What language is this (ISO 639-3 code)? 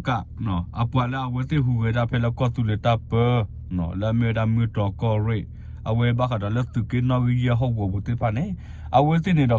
ksw